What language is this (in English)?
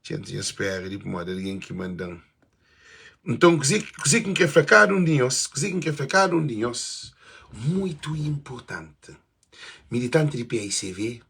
Kabuverdianu